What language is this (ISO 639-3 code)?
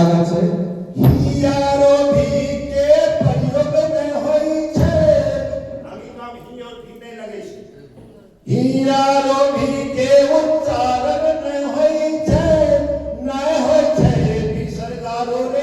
anp